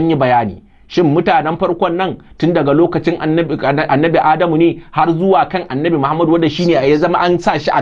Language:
Hausa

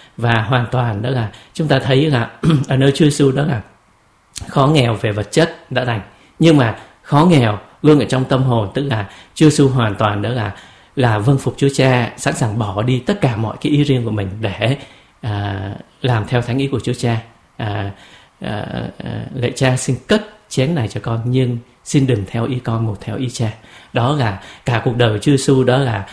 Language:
Vietnamese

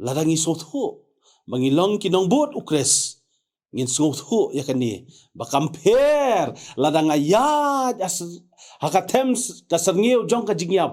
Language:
Khasi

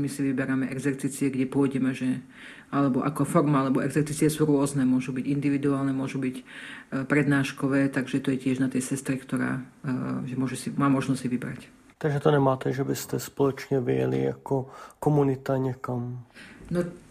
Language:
Czech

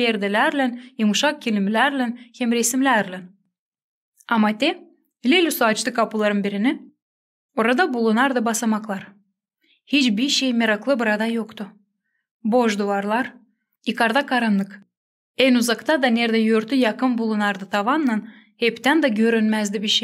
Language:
Gagauz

